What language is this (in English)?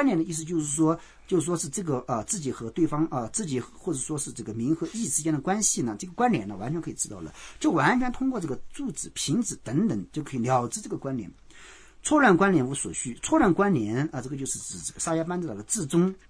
Chinese